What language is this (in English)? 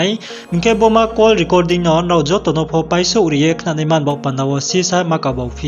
Riang (India)